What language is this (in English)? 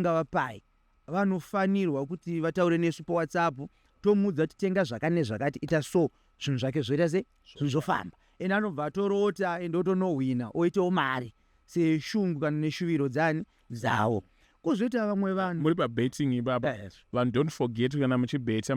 Shona